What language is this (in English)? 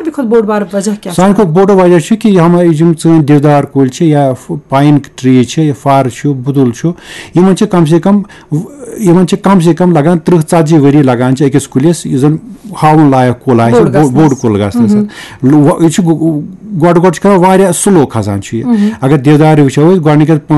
Kashmiri